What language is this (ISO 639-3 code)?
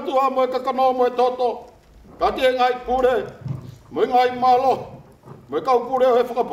ton